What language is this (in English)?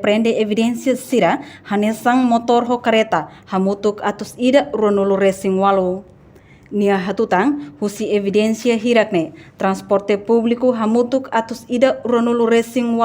Tetum